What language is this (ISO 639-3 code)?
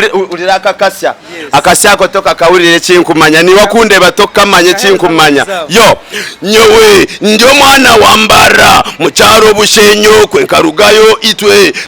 nyn